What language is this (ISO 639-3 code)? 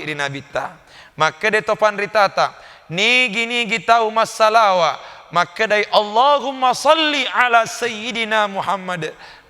bug